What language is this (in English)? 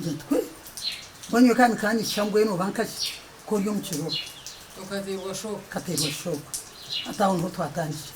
Nyankole